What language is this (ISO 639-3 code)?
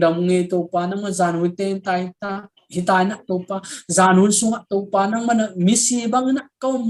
ctd